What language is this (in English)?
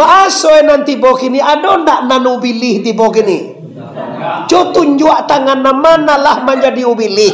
Minangkabau